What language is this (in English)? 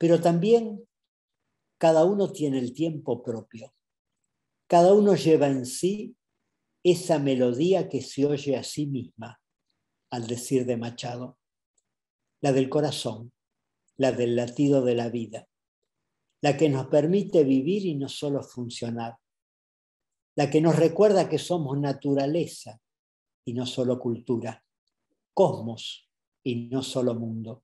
Spanish